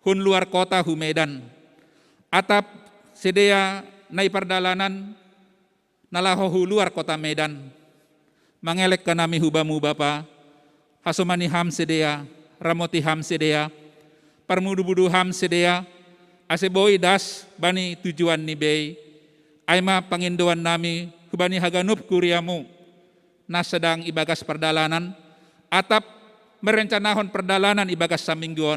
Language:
Batak Simalungun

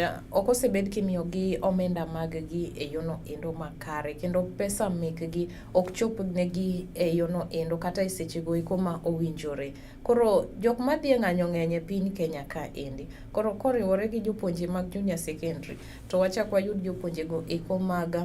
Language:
Luo (Kenya and Tanzania)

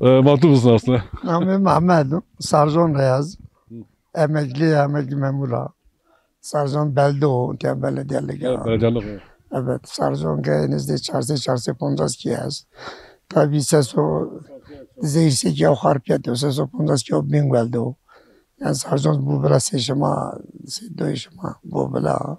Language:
Zaza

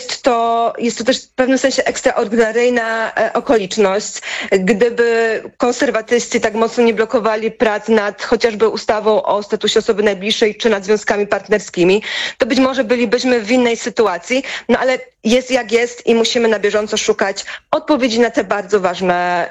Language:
Polish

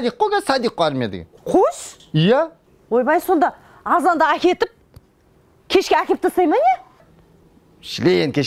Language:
Kazakh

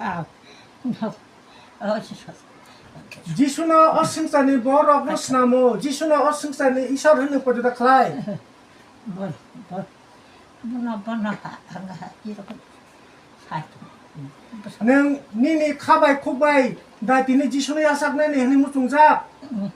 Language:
Kok Borok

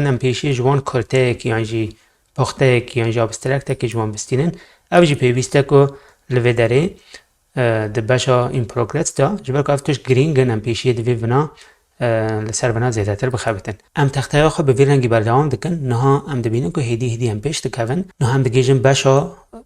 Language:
Kurdish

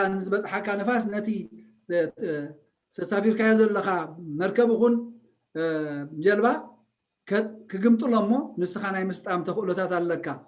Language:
Tigrinya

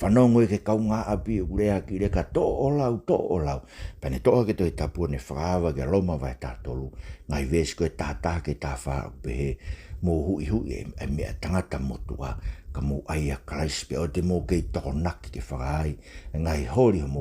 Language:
Tongan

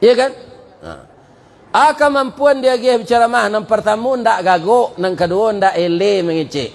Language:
Minangkabau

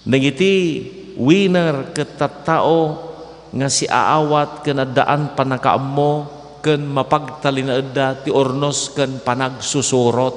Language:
Iloko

